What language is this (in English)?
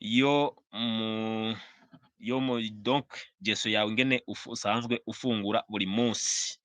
Rundi